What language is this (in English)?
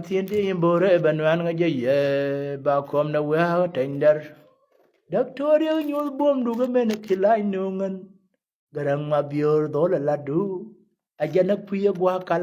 Nuer